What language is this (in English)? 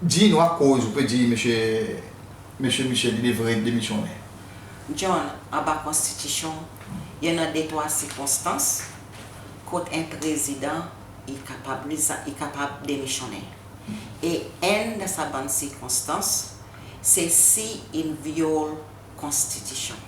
Seselwa Creole French